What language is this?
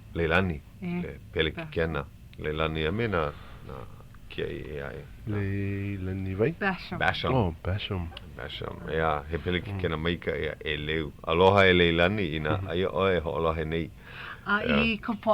Hawaiian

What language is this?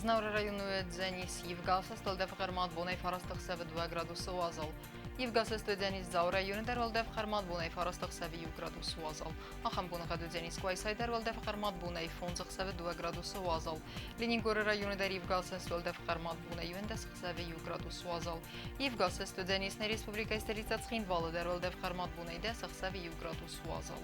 Ossetic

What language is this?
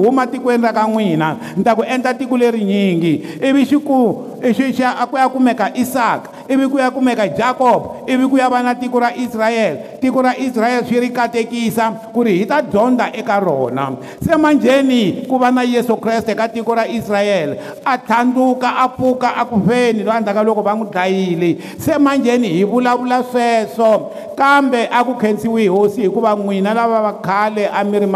Tsonga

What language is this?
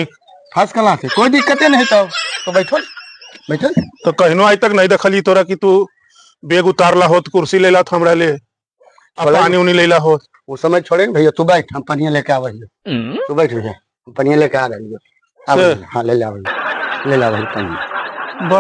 Magahi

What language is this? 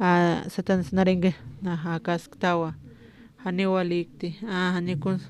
Aymara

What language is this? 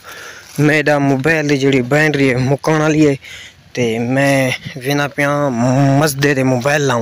Saraiki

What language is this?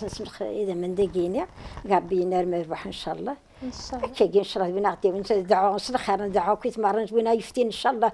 Kabyle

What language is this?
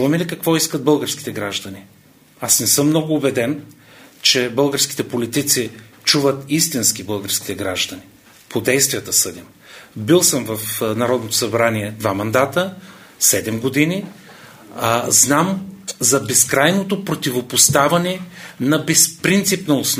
Bulgarian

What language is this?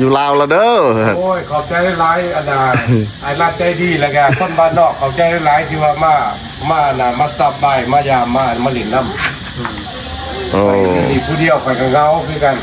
Lao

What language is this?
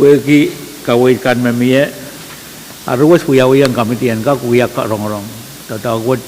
Pohnpeian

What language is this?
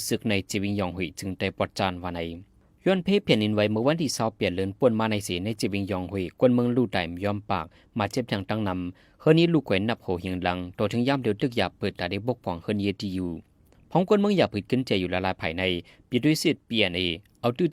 Shan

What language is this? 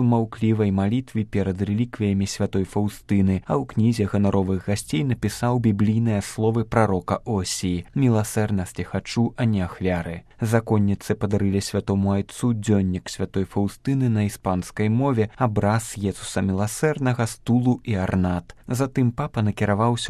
Belarusian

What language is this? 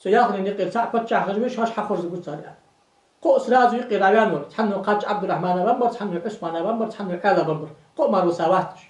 Ingush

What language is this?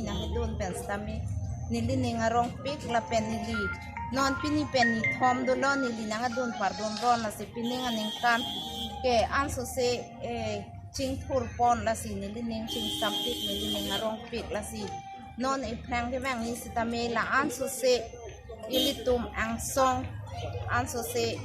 Karbi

